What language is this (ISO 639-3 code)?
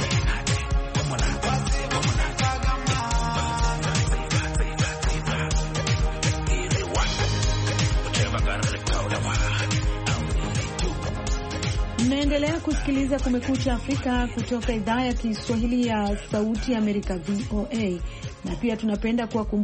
swa